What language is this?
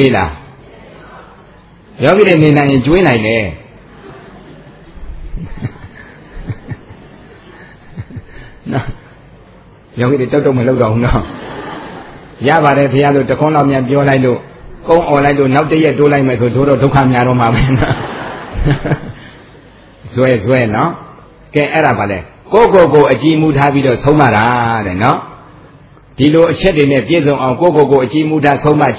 Burmese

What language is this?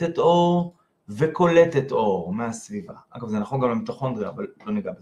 Hebrew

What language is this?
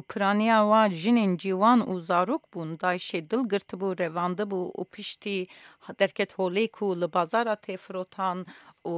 Kurdish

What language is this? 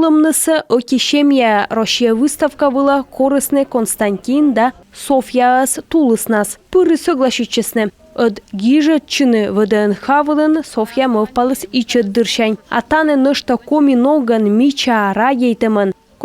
Komi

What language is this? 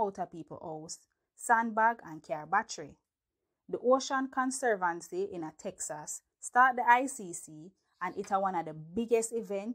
Jamaican Creole English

